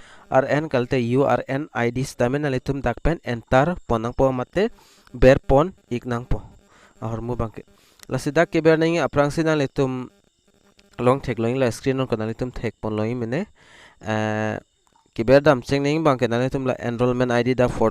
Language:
Karbi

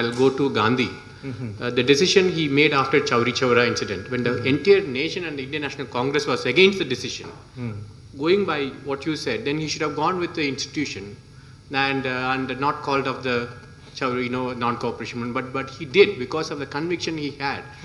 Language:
English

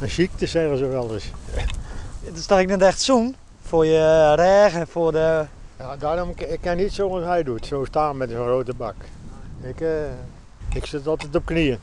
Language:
Western Frisian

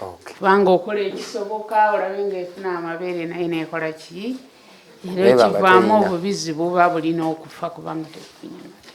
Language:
Ganda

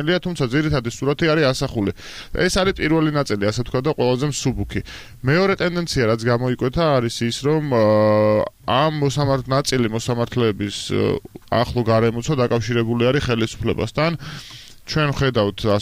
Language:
Georgian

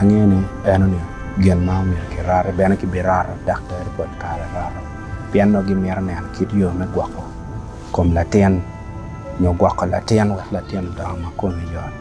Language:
Acoli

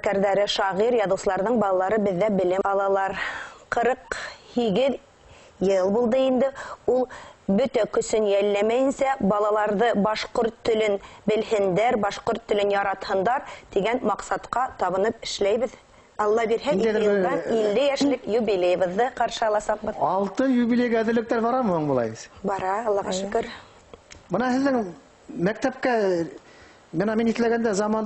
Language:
Bashkir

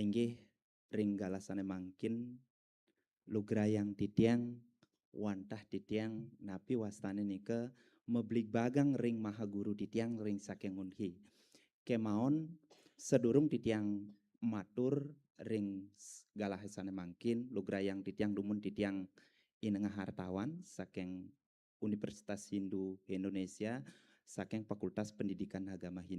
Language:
Balinese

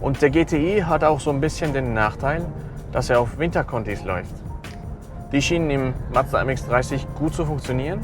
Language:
Swiss German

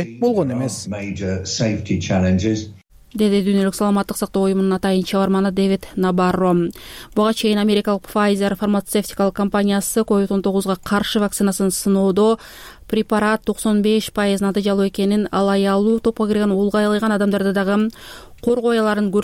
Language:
Kyrgyz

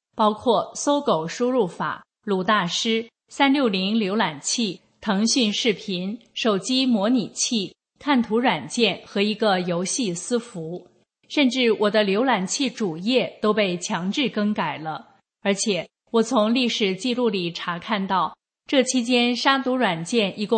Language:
Chinese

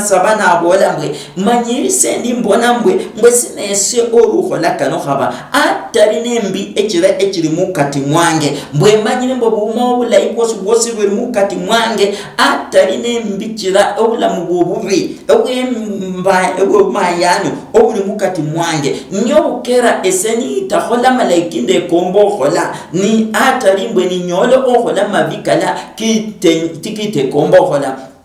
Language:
Luyia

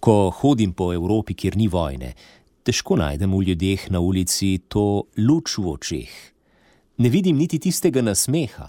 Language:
Slovenian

